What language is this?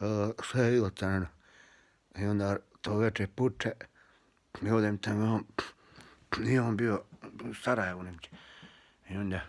Bosnian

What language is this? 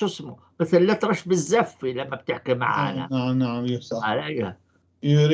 North Levantine Arabic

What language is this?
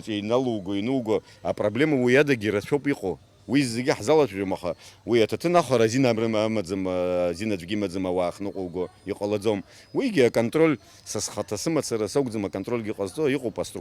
Abkhazian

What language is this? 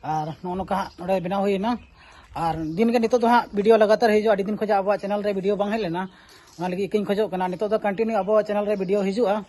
Santali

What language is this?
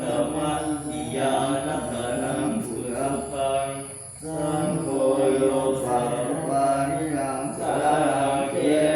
Pali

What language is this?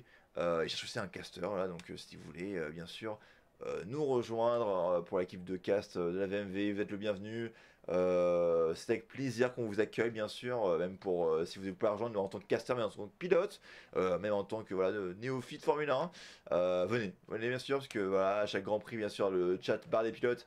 French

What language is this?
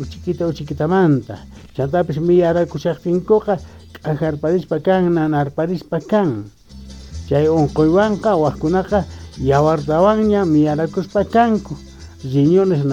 South Bolivian Quechua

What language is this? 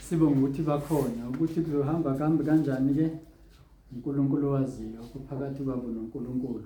Zulu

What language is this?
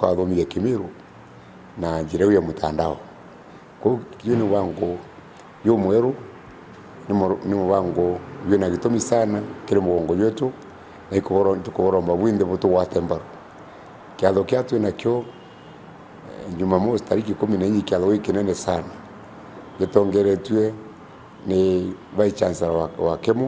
Meru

